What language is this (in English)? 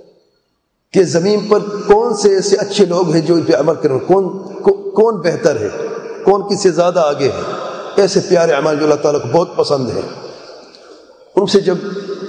Urdu